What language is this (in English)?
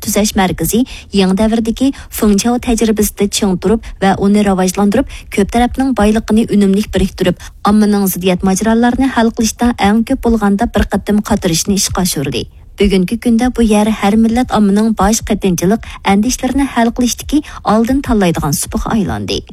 Uyghur